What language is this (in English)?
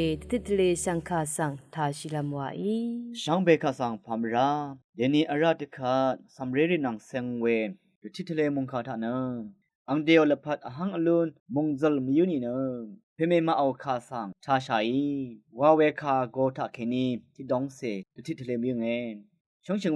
Rawang